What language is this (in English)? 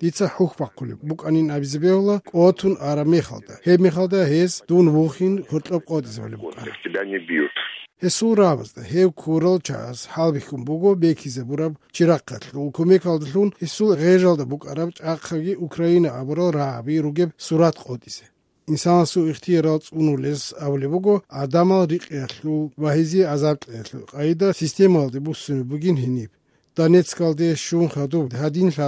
Avaric